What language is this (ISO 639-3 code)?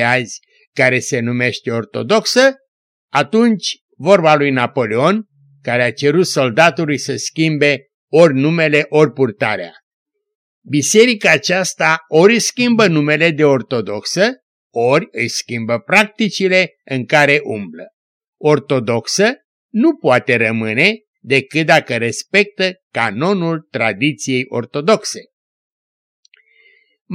ron